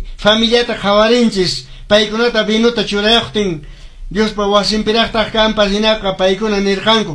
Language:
Quechua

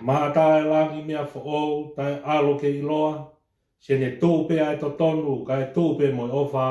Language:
Tongan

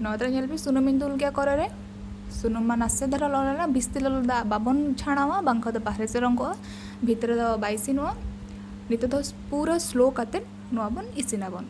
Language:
Santali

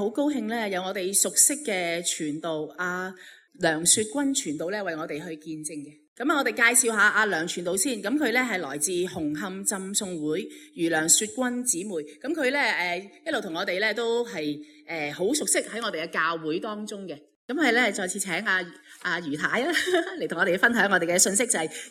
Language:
Cantonese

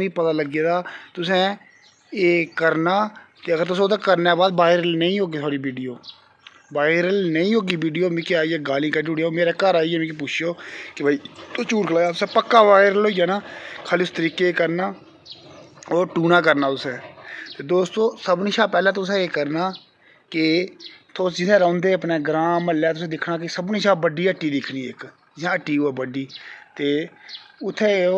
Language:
Dogri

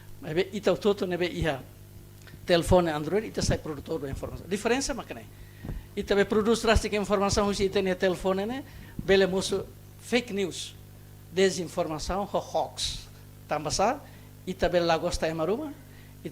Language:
Tetum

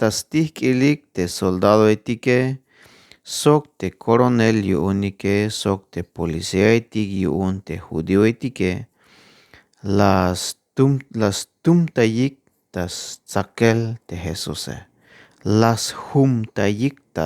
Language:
Tzeltal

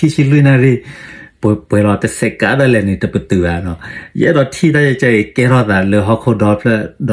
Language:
S'gaw Karen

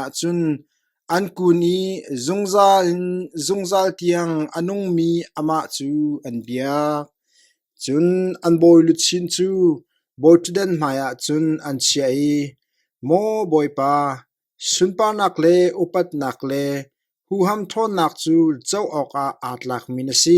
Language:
Hakha Chin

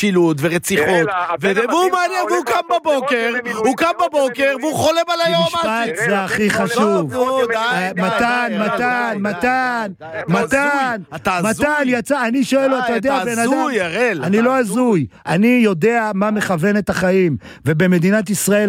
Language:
Hebrew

